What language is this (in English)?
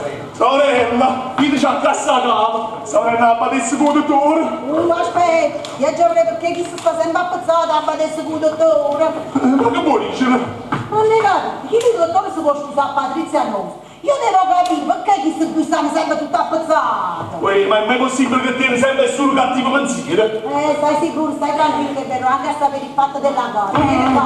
Neapolitan